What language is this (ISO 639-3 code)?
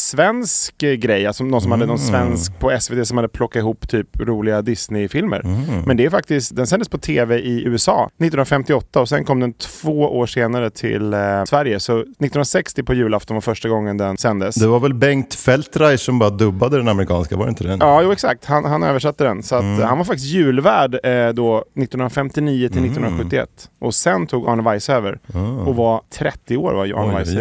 swe